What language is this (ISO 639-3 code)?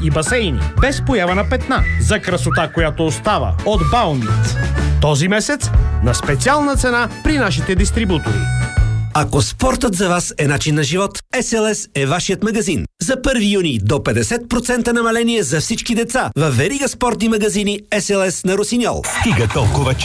bul